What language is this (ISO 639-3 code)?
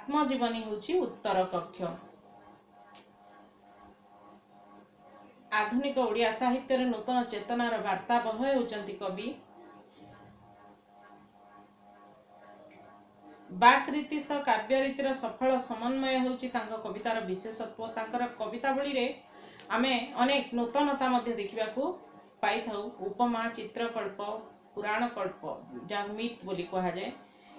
ori